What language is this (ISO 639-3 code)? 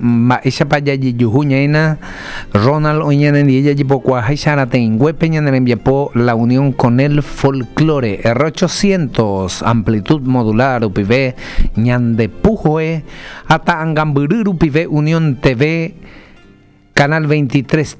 grn